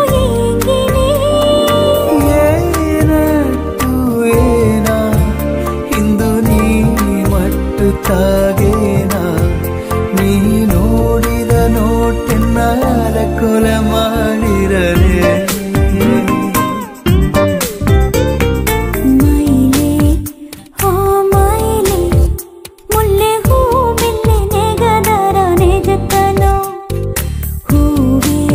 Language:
Kannada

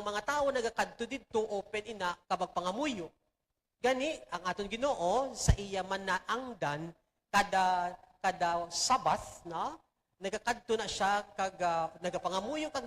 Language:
Hiligaynon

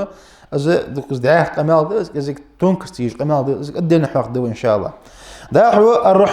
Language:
Ingush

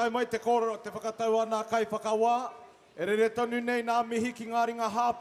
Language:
Māori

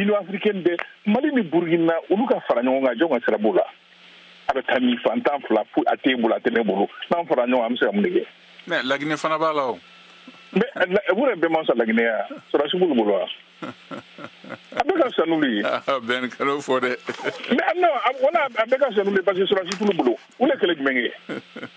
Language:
Bambara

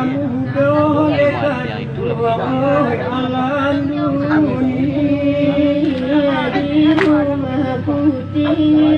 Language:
Minangkabau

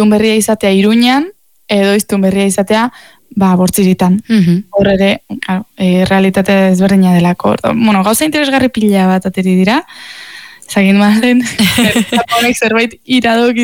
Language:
Basque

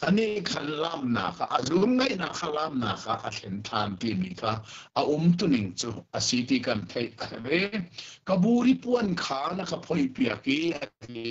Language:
Hakha Chin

